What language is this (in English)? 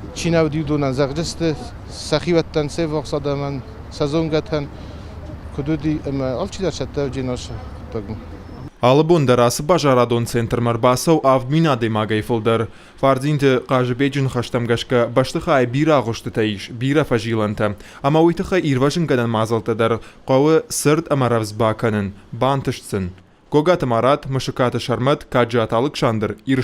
Ossetic